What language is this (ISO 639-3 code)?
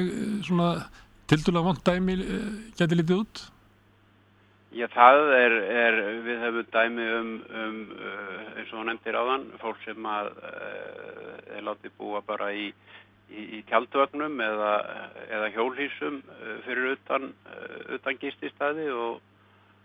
isl